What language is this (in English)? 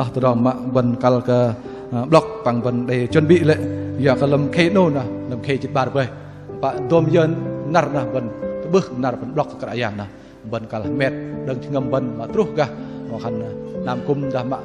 Bahnar